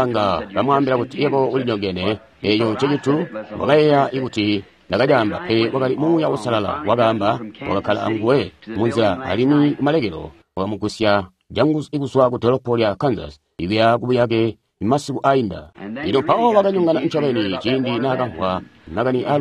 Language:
Tonga (Zambia)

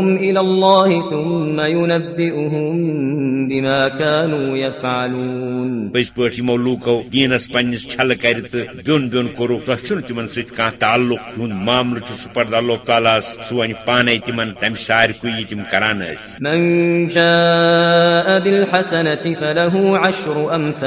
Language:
Kashmiri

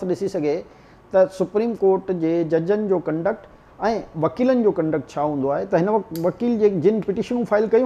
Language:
Sindhi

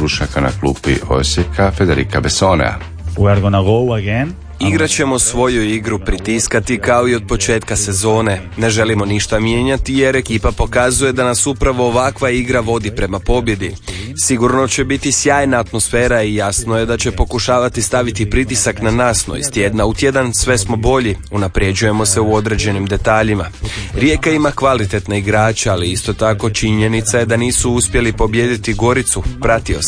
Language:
Croatian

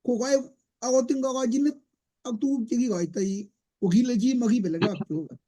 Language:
Kalenjin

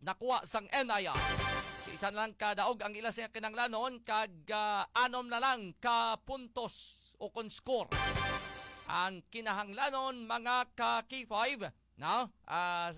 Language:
Hiligaynon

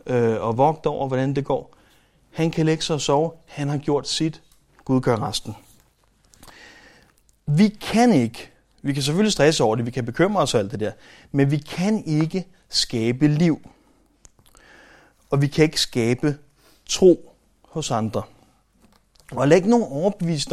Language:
Danish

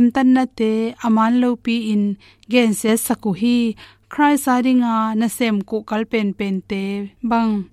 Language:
Tedim Chin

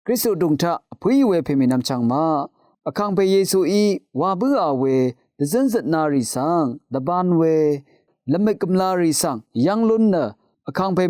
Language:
Rawang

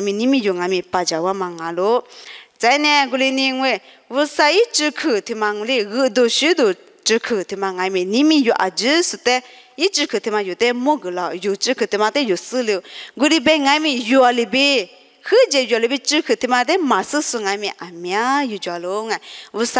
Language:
Lisu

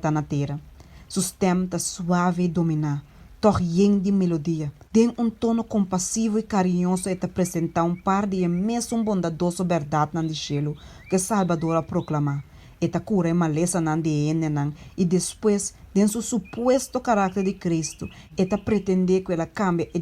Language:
Papiamento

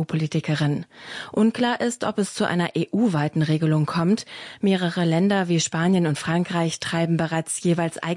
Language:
German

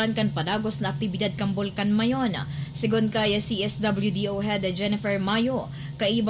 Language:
Bikol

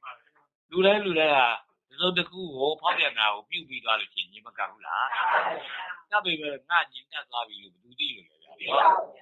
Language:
Burmese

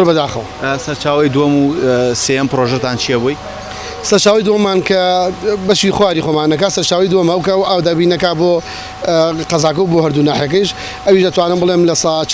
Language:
Central Kurdish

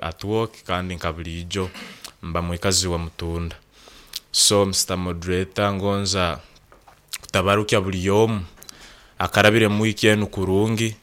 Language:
Nyoro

